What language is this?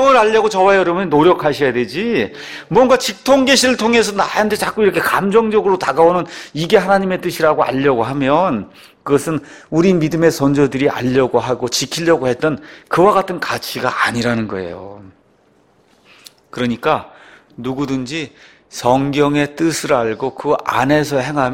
Korean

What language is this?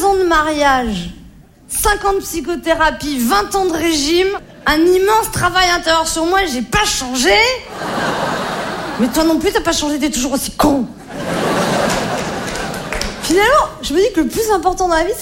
French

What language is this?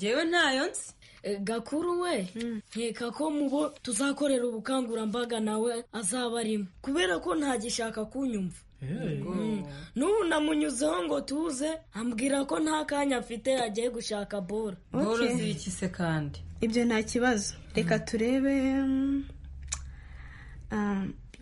Kinyarwanda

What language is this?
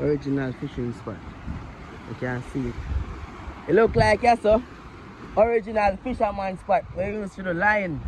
Jamaican Creole English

